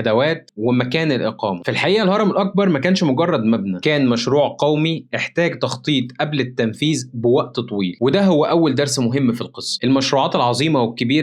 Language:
Egyptian Arabic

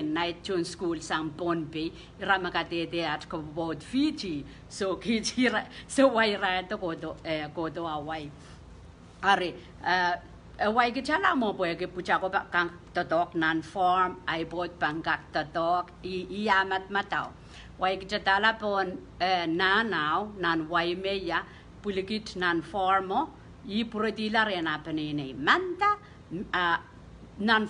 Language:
Pohnpeian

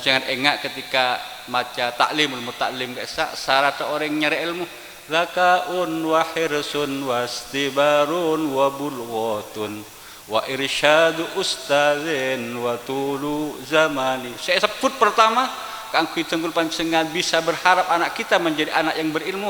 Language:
Madurese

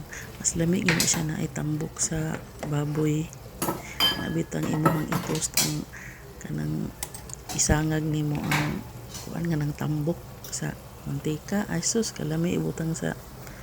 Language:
Cebuano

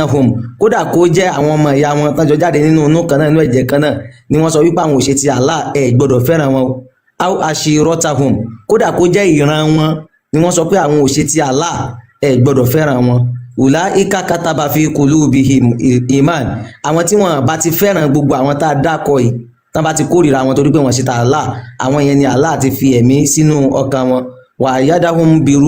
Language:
Yoruba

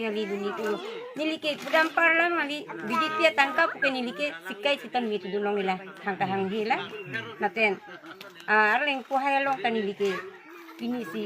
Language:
Karbi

